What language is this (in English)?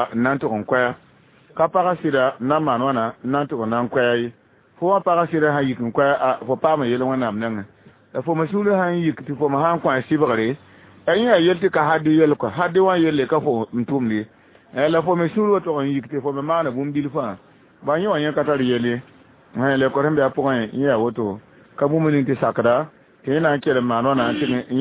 Mossi